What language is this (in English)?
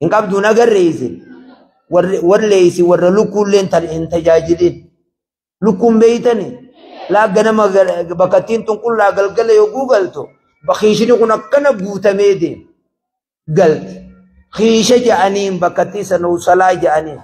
Oromo